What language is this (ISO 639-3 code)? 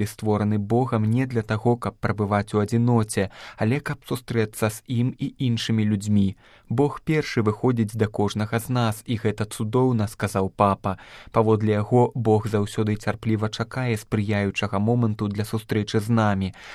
bel